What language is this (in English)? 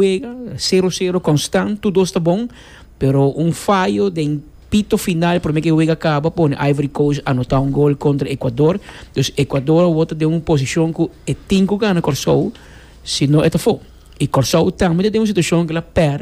Papiamento